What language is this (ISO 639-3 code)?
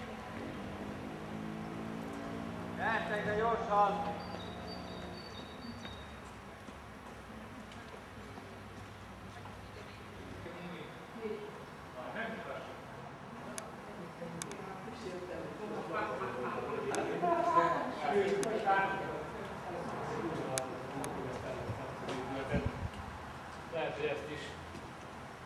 hun